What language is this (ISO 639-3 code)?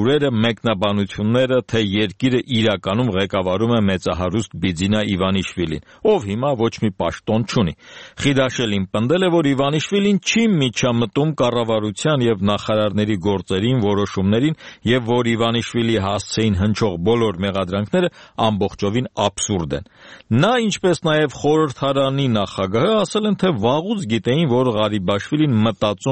hye